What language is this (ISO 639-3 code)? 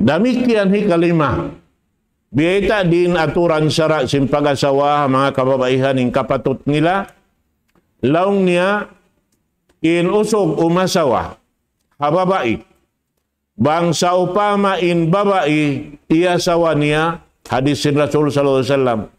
tsg